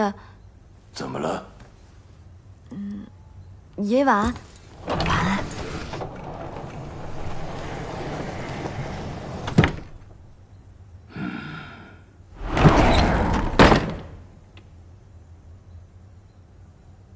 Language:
Chinese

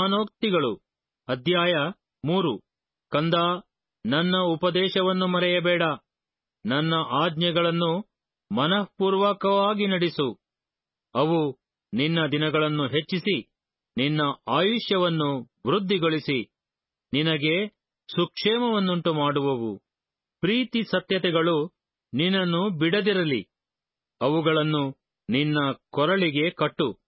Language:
Kannada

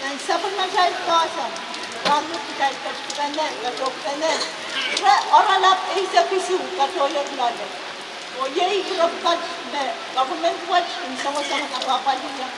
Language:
Pohnpeian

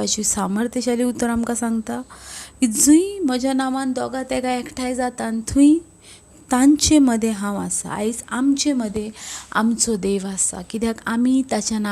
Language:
Konkani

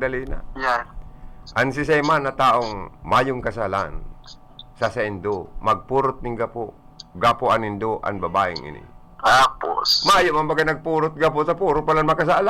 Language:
Bikol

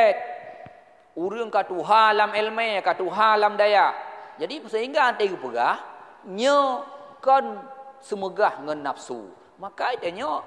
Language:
Achinese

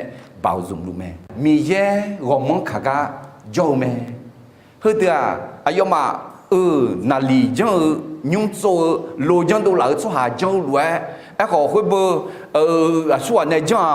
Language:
Akha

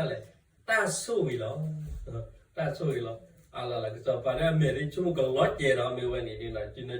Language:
S'gaw Karen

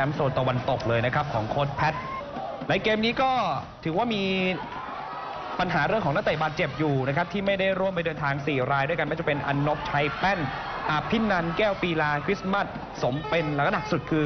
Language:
Thai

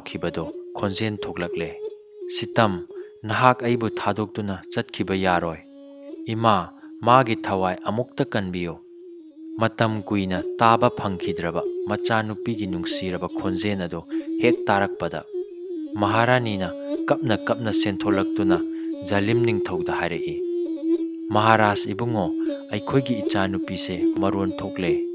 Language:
Manipuri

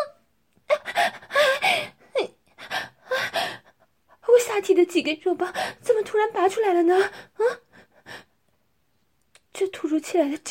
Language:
Chinese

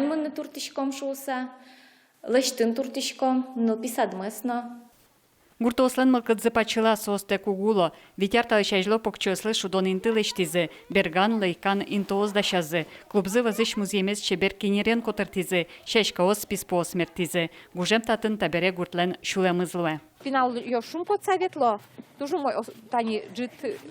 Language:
Udmurt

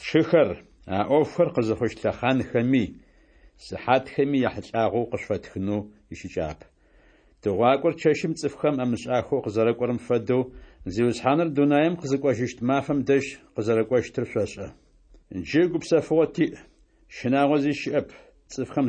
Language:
Adyghe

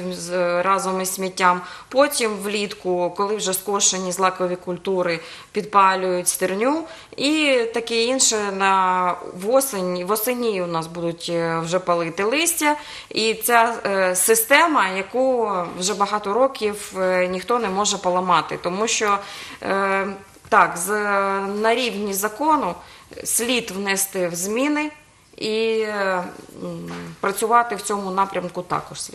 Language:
Ukrainian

